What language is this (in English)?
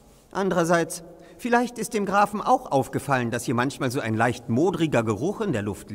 German